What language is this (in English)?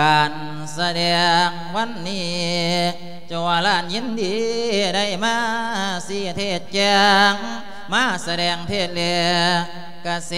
Lao